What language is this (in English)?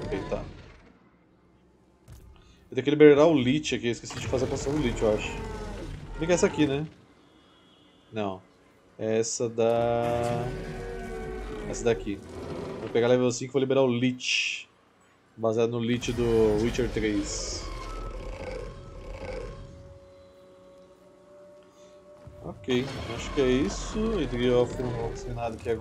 Portuguese